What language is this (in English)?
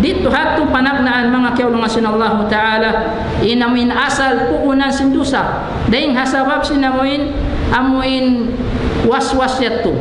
Tausug